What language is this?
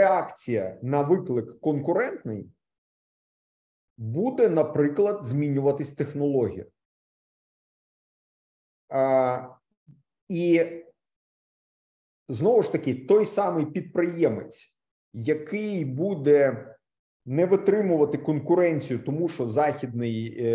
Ukrainian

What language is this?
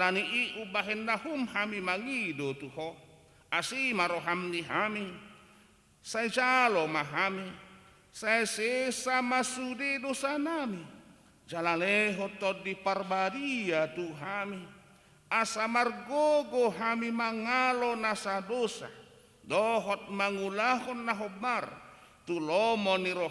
Batak Toba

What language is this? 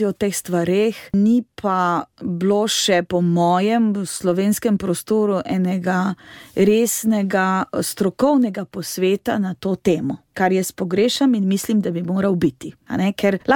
Slovenian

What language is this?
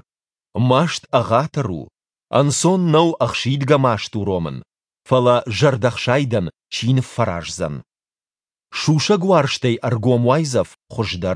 Ossetic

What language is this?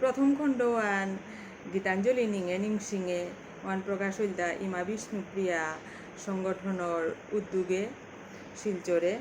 Bishnupriya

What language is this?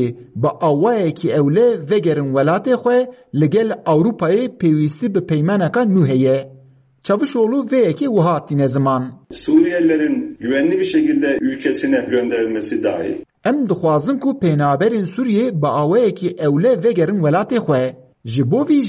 Kurdish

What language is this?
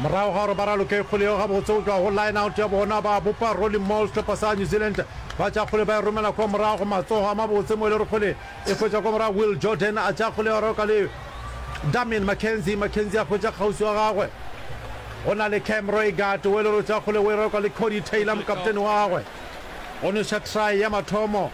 Northern Sotho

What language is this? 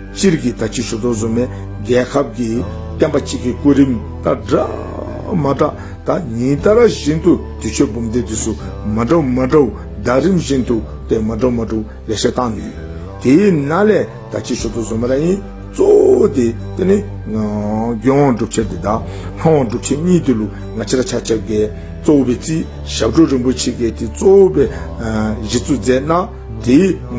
Dzongkha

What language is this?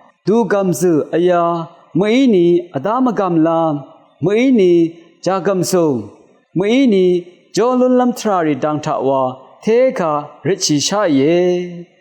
Rawang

